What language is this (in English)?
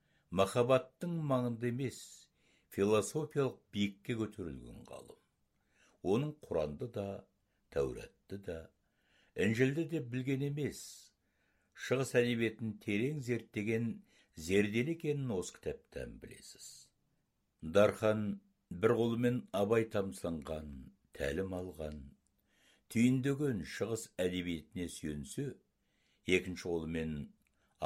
Kazakh